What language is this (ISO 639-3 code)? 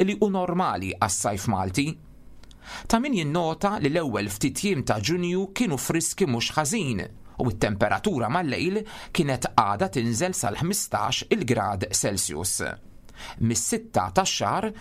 mlt